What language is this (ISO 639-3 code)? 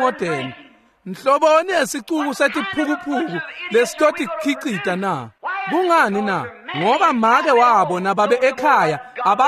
ssw